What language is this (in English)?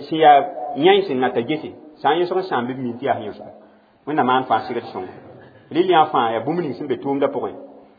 Mossi